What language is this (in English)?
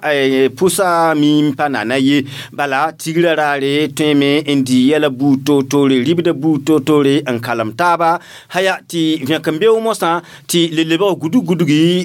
Mossi